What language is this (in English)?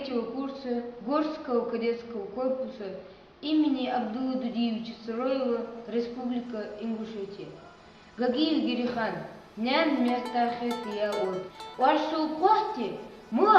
Ingush